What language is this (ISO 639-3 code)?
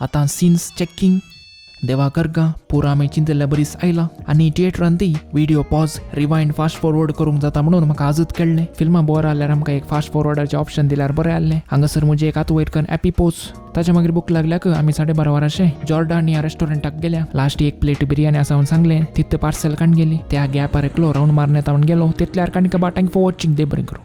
kok